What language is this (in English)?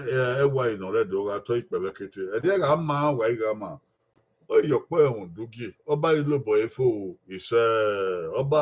Bini